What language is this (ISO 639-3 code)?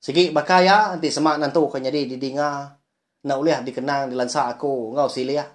iba